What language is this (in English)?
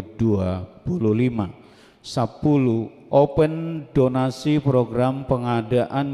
Batak Toba